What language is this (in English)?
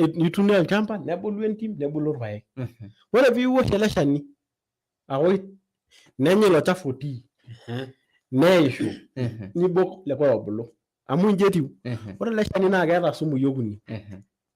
Masai